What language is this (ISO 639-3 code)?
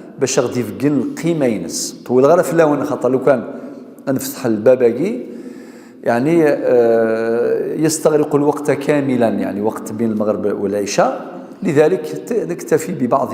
kab